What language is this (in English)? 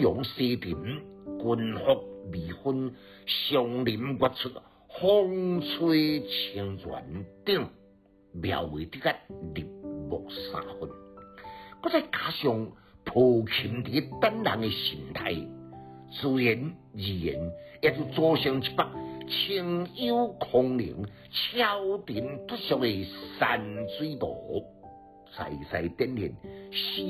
Min Nan Chinese